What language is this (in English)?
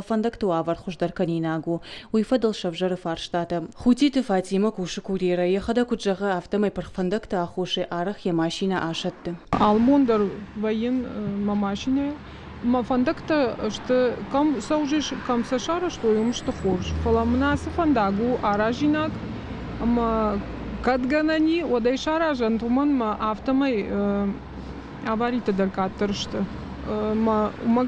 Ossetic